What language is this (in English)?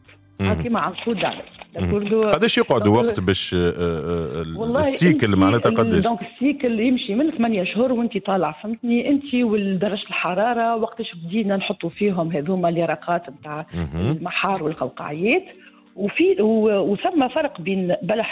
Tunisian Arabic